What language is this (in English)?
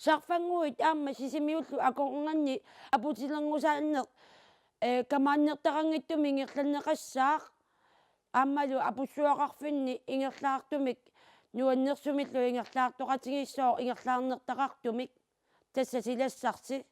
Kalaallisut